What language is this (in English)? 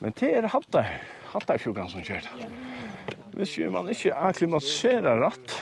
Faroese